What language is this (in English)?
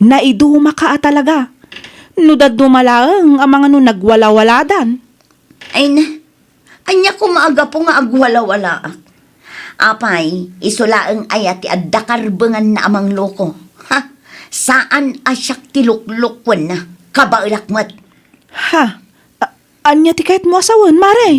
Iloko